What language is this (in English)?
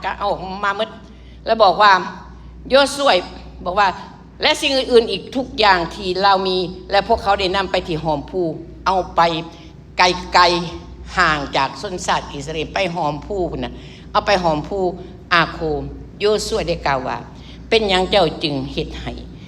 Lao